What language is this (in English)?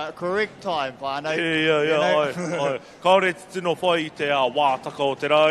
Māori